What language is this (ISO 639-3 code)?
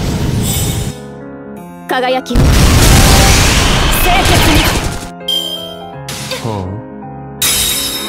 jpn